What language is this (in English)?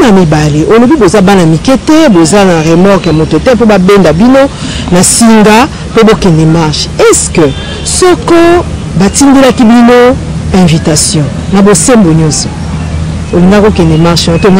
Lingala